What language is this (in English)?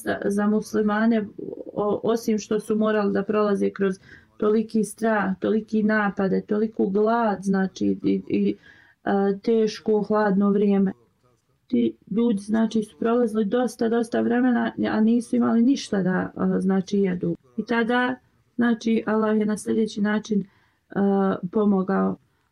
Bosnian